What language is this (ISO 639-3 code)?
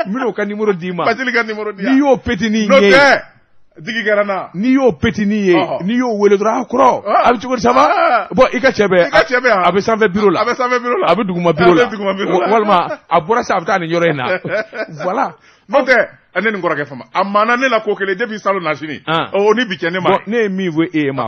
bam